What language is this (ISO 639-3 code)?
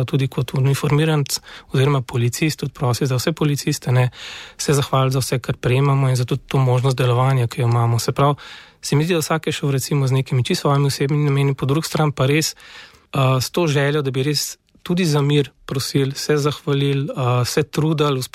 slv